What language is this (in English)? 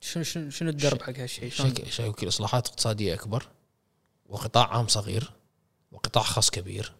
Gulf Arabic